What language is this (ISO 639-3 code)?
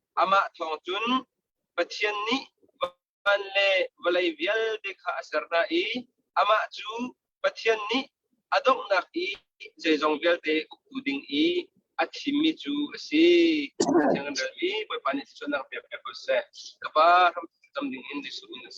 cnh